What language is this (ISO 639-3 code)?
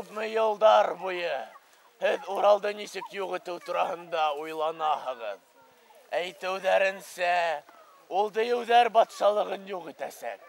bak